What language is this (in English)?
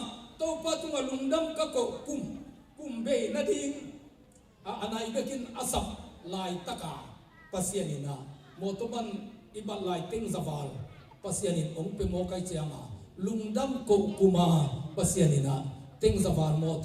Tedim Chin